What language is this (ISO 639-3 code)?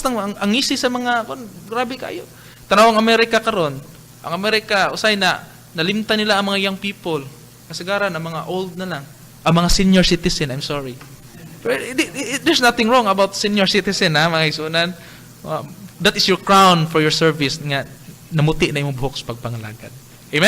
ceb